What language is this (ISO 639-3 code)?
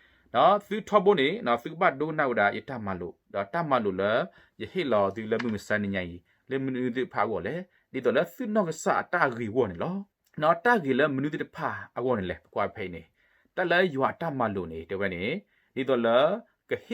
ksw